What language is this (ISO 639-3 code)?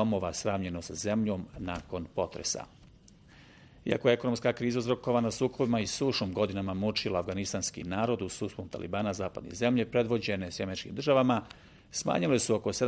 bos